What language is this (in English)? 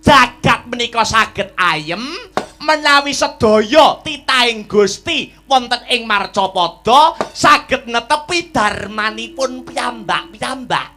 Javanese